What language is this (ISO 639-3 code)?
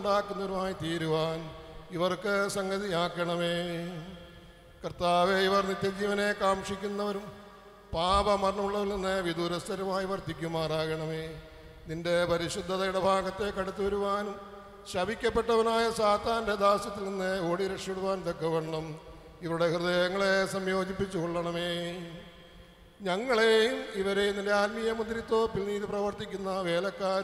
mal